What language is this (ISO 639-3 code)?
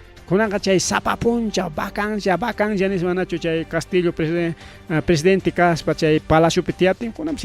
quy